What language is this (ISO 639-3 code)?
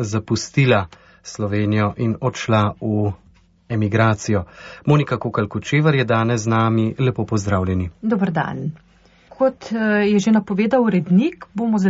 slv